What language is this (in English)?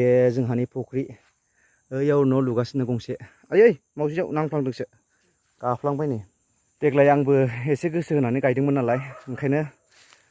Bodo